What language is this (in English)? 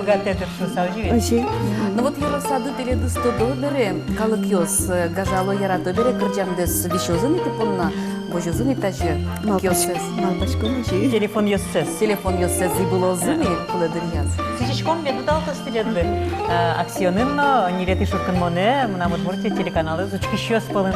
Udmurt